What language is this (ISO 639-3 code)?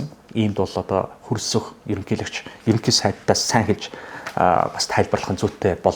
mon